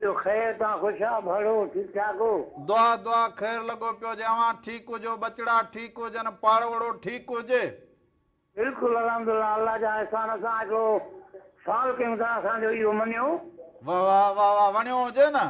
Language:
Sindhi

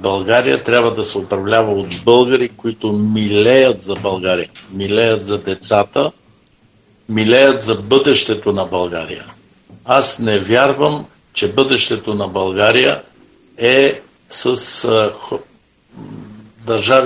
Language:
Bulgarian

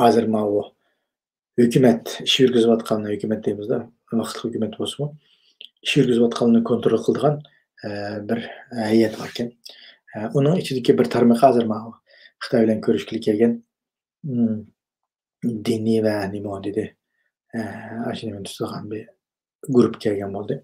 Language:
Uyghur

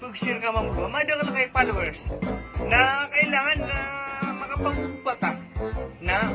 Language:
Maranao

